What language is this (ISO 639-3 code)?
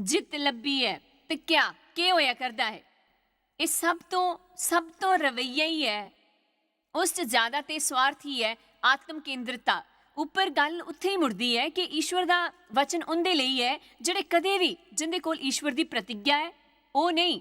doi